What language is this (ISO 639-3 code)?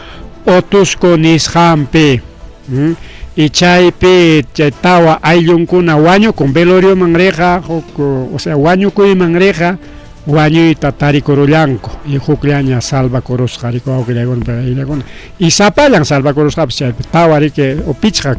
quy